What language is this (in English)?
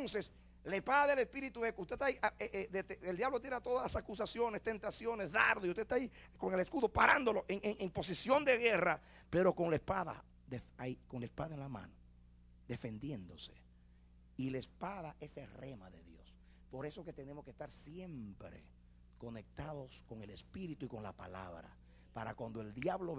Spanish